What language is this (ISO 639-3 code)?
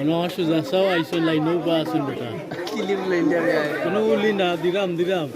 syl